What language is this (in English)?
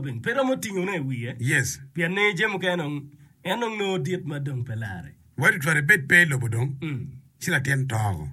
Acoli